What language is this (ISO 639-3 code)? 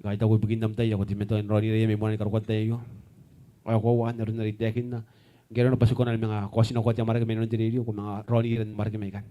gil